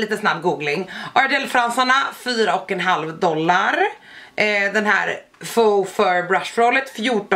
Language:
Swedish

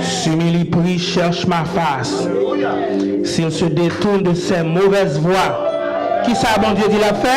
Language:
Haitian Creole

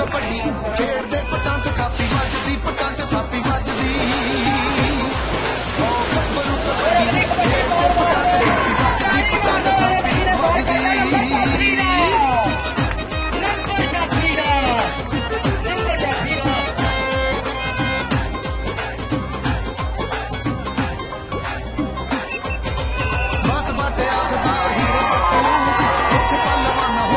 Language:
Punjabi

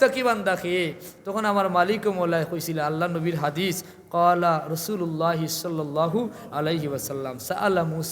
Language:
Sylheti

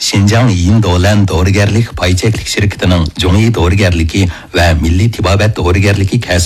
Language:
Uyghur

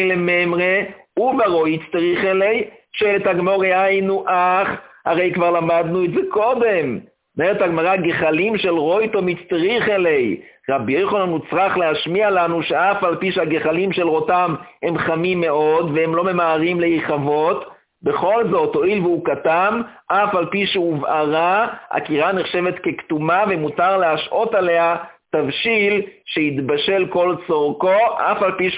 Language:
Hebrew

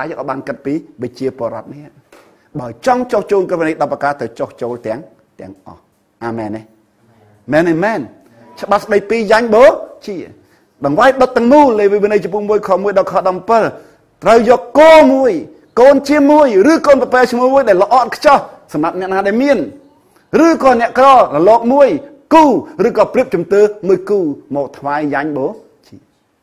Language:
Khmer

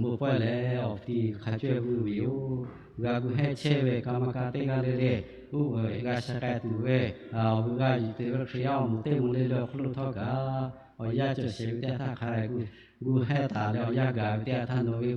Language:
Lahu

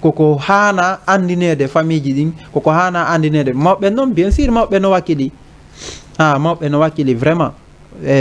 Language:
Fula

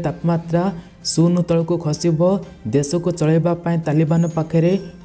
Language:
Odia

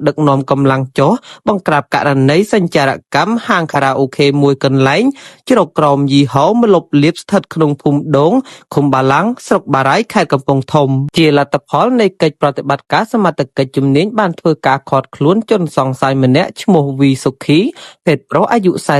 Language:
Khmer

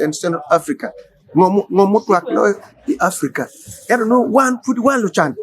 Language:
Acoli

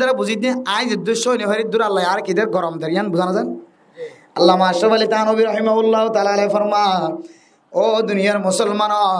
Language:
Rohingya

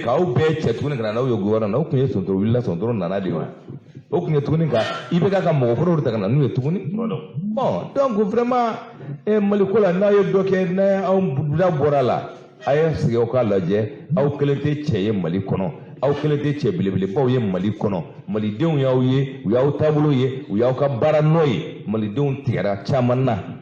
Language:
Bambara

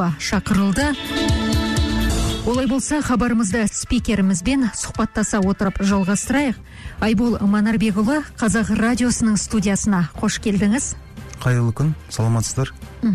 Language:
Kazakh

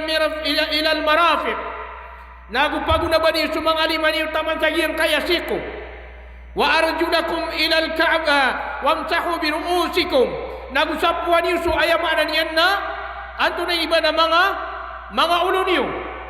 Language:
Maranao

